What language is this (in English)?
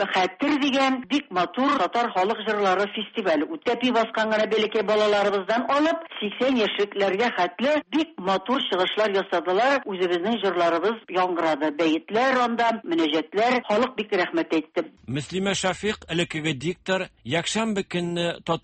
Tatar